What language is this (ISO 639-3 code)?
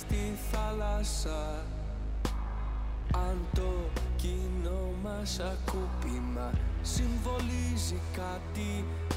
ell